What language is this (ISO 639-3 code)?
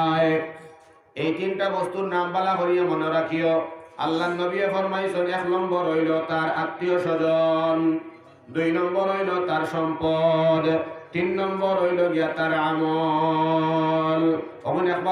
syl